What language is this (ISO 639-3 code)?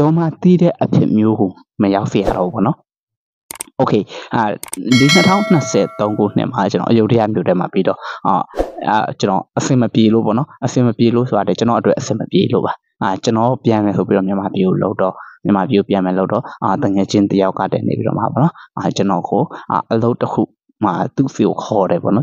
mya